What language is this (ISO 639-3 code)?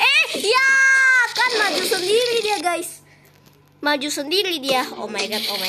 ind